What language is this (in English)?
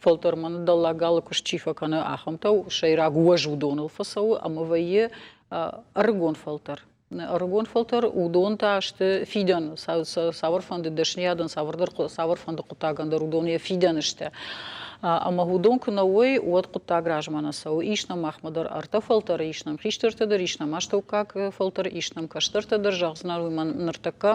Ossetic